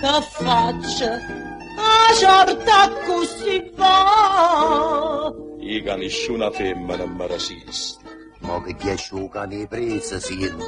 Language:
Neapolitan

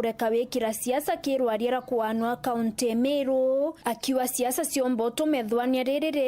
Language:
Meru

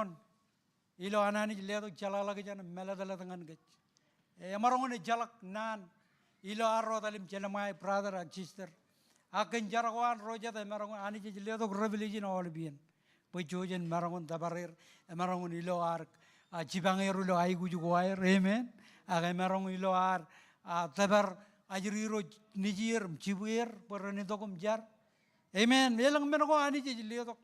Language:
Marshallese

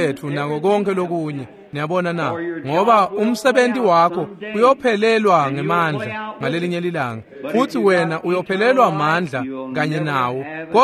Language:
Swati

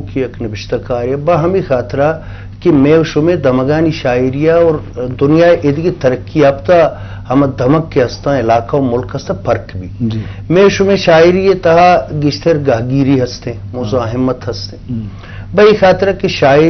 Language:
Eastern Balochi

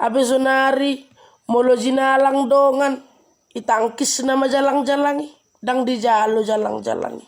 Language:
Batak Toba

